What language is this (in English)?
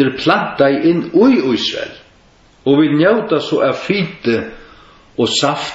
Faroese